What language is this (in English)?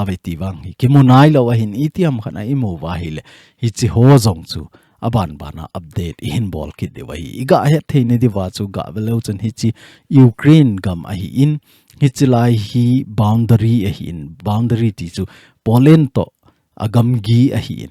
Thado Chin